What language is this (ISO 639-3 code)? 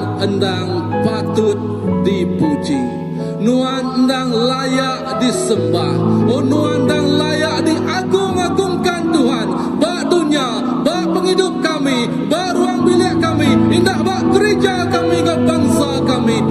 iba